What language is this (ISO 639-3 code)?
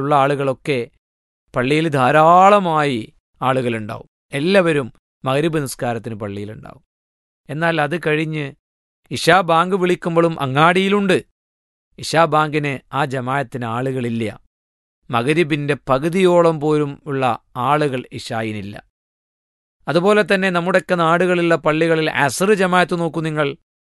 mal